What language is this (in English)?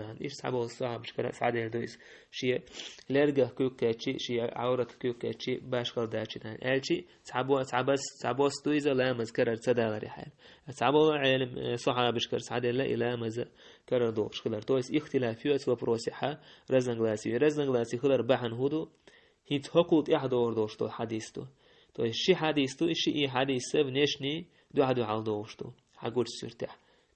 Chechen